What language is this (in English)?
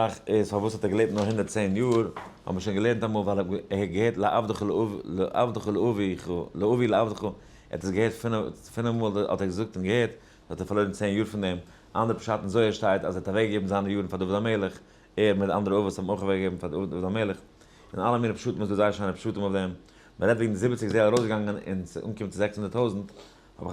Yiddish